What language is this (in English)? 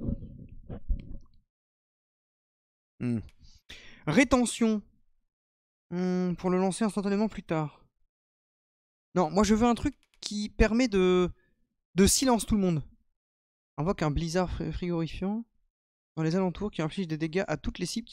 French